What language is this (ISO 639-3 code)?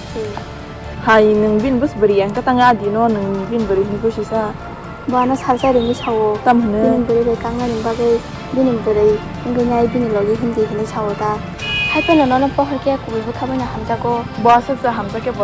trp